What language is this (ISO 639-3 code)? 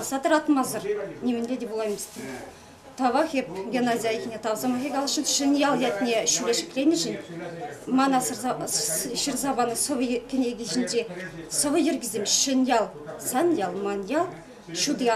chv